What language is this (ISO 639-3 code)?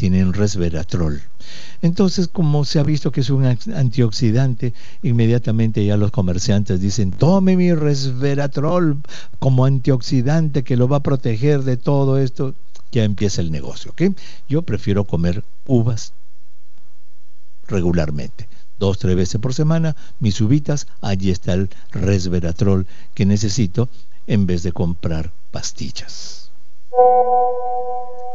spa